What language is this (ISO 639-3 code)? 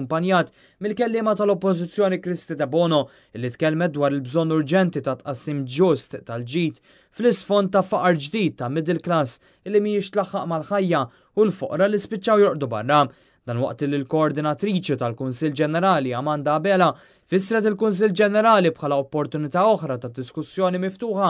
mlt